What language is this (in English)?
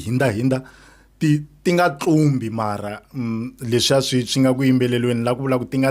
Tsonga